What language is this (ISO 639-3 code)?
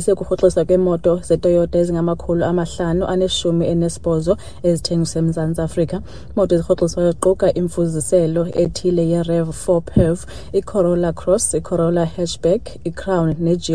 xho